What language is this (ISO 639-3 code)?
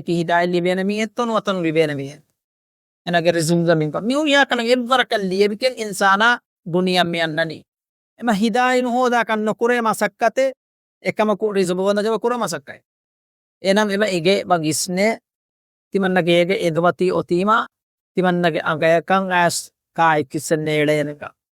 div